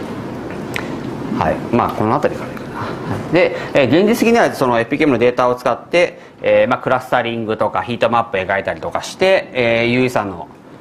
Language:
Japanese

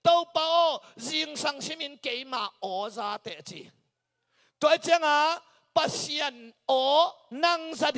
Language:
Tedim Chin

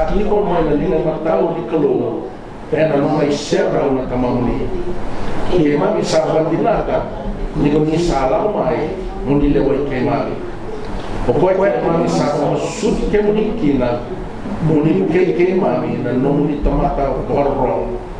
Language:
Fijian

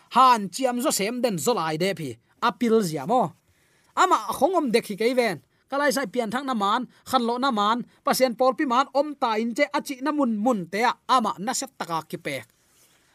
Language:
Tedim Chin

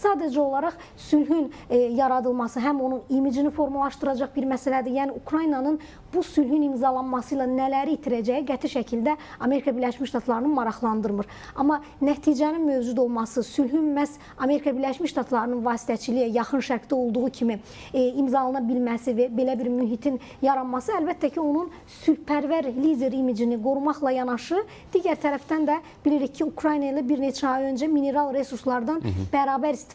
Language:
Azerbaijani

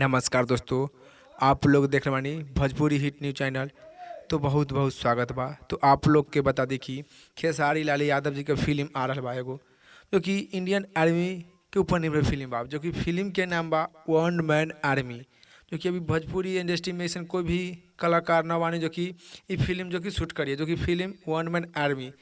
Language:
Bhojpuri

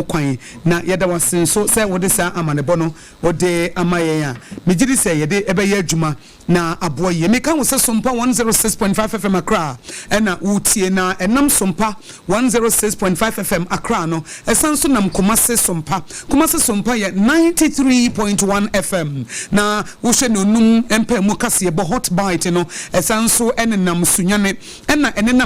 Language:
Akan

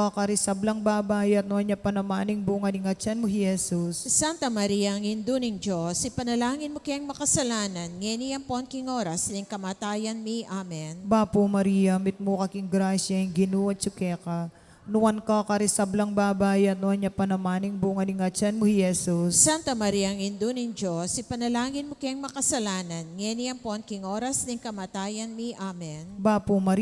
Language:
Pampanga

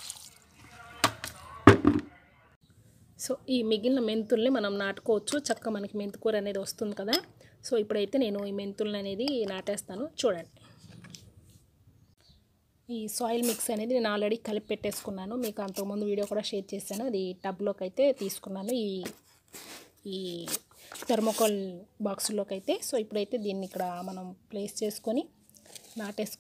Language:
Telugu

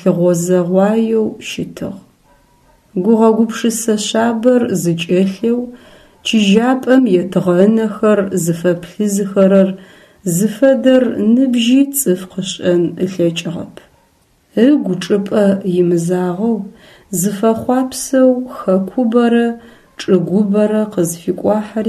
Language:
Adyghe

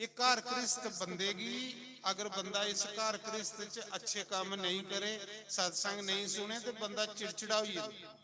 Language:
Dogri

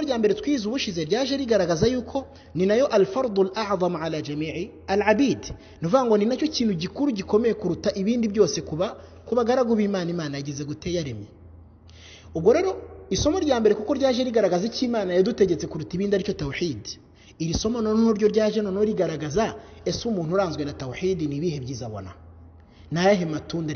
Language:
Kinyarwanda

